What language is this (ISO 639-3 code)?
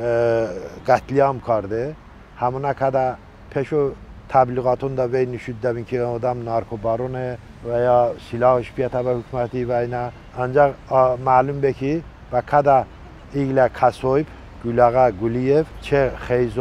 tly